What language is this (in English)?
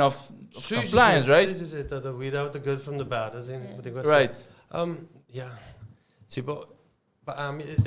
Papiamento